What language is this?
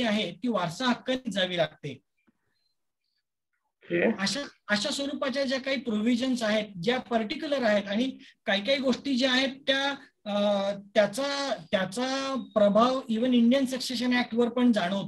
Marathi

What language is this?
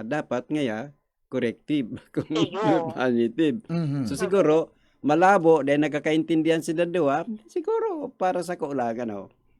Bikol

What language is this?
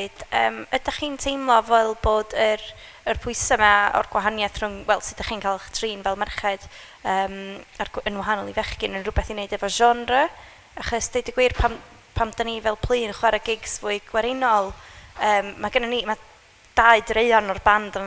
Welsh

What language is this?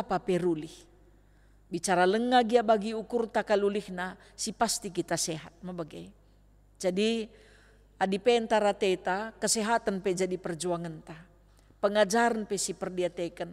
Batak Karo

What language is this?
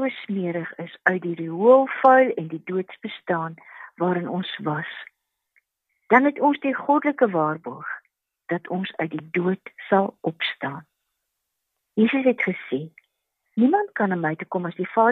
Afrikaans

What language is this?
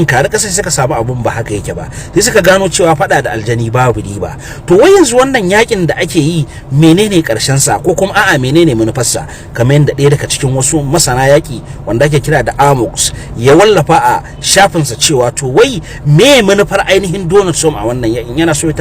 Hausa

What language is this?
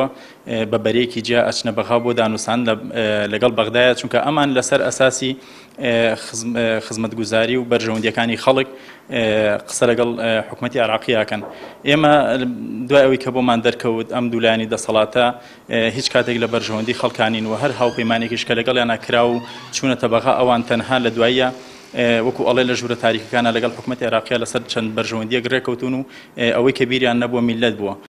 Central Kurdish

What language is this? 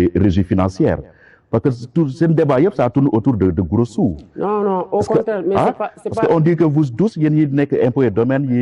Wolof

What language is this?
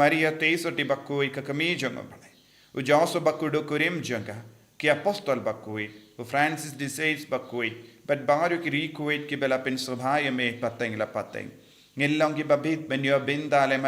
Khasi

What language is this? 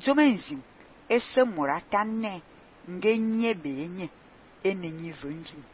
Fang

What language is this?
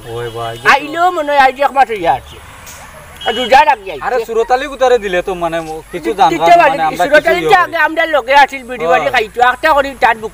Sylheti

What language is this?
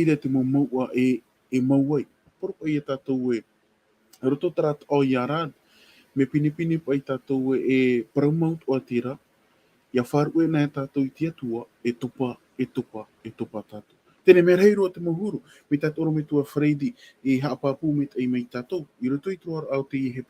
Tahitian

